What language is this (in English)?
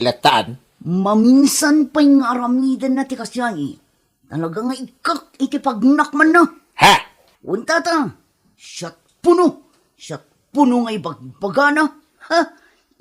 Iloko